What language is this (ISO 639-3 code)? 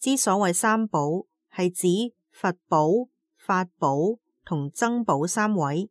yue